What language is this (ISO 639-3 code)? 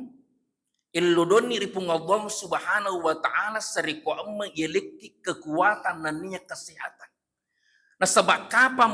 bug